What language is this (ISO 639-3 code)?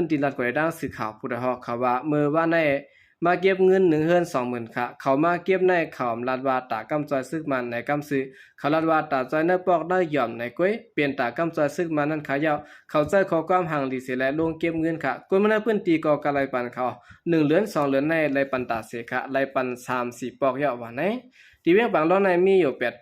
shn